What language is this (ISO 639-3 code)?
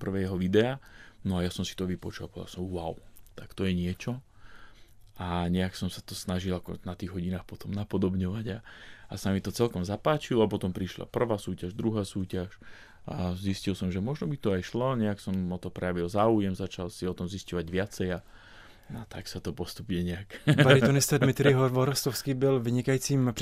slk